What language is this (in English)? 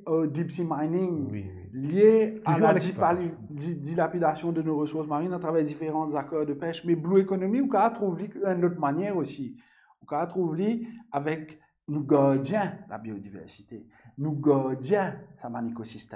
Morisyen